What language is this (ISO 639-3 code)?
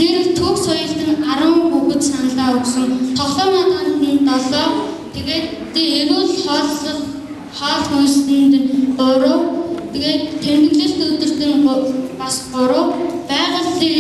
mon